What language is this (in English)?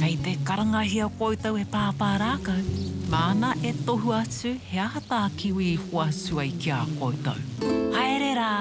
Māori